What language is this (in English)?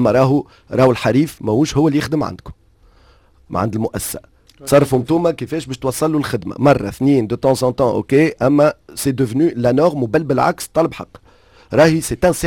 Tunisian Arabic